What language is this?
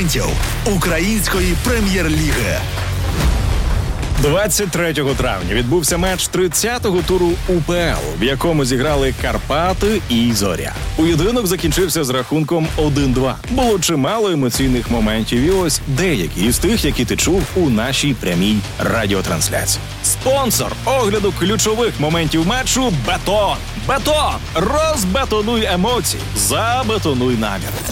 Ukrainian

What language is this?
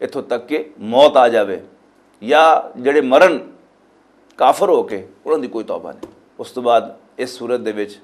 Western Panjabi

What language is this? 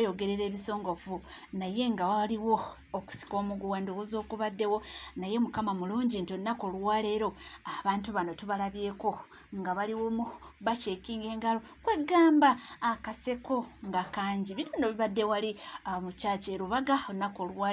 Ganda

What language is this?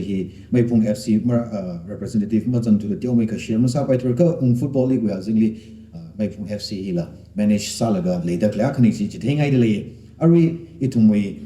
Tangkhul Naga (India)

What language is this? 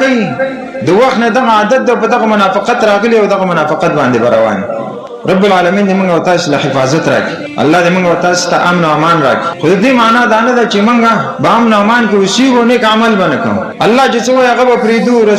Pashto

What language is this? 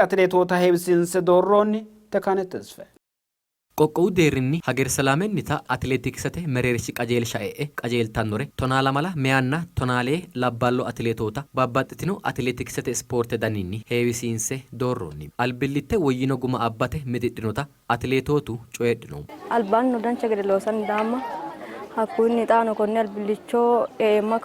Sidamo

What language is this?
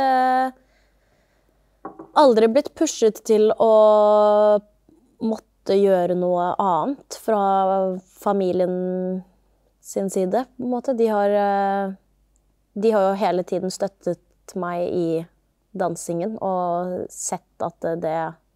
Norwegian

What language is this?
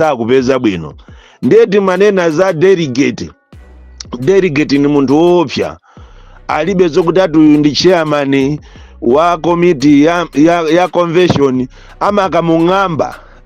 Nyanja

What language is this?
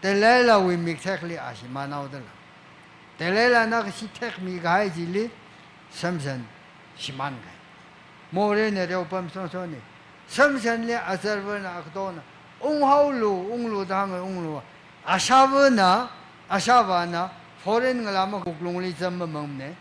Tangkhul Naga (India)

